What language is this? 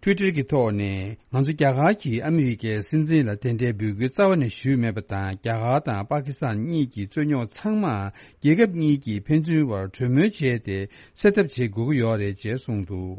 Tibetan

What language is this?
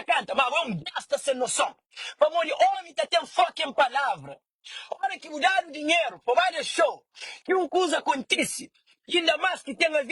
Kabuverdianu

